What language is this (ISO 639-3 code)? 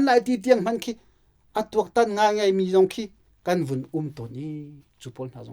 cnh